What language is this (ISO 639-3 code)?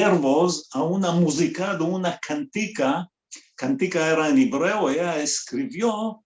lad